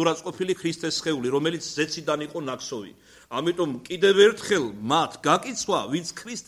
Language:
Georgian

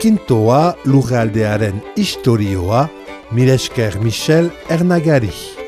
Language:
Basque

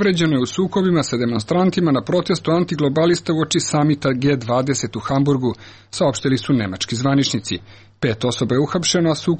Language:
Serbian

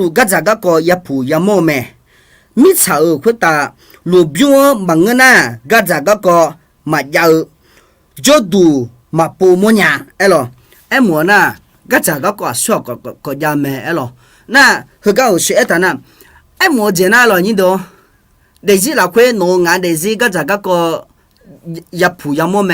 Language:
Akha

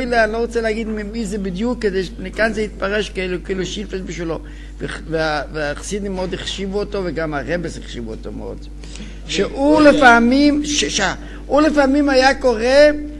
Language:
Hebrew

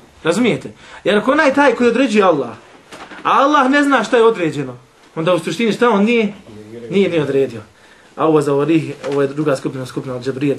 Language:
Bosnian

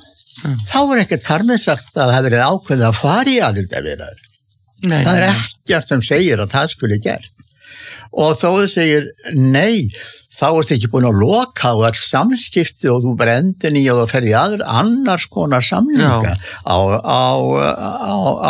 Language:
Icelandic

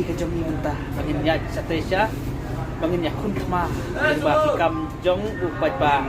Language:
Khasi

